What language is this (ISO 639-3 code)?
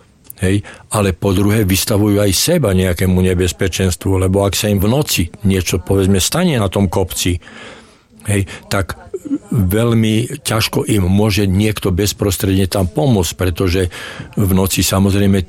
slk